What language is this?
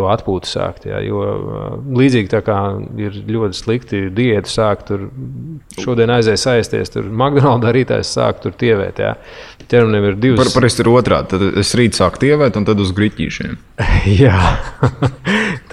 Latvian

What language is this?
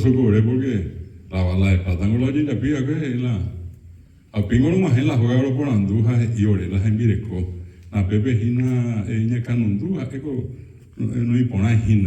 Guarani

